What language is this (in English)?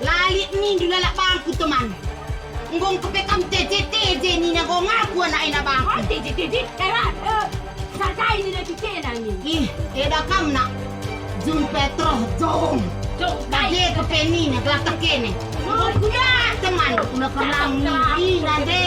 Batak Karo